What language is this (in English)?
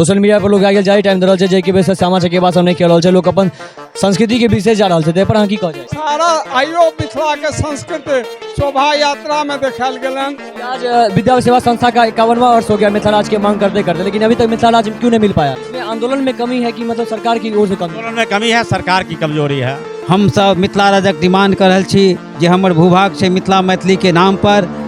Maithili